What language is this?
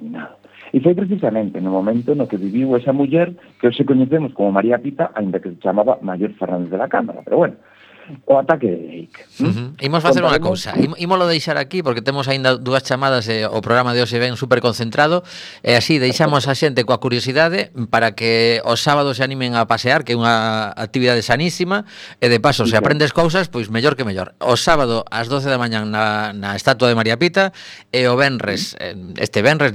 Galician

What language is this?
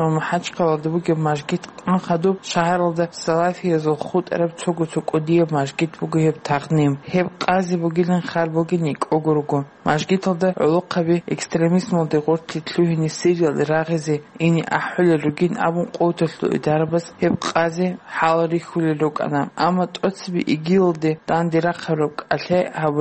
Avaric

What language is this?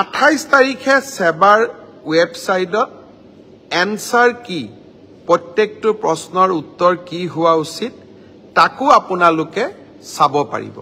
Assamese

